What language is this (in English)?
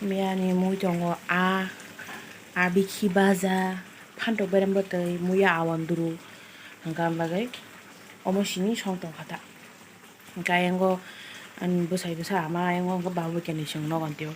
Kok Borok